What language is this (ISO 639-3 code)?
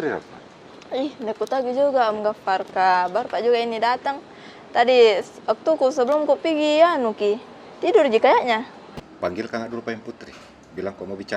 mfp